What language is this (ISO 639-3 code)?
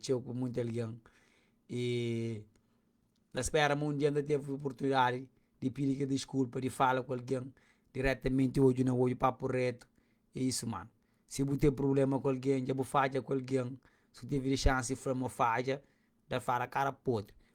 kea